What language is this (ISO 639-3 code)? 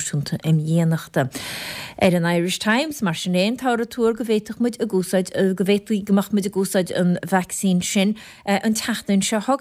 gle